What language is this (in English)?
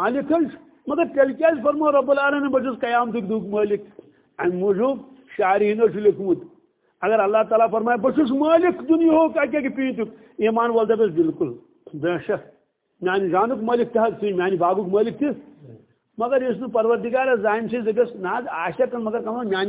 Kashmiri